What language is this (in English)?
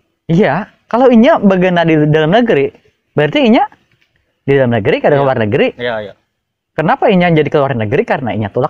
Banjar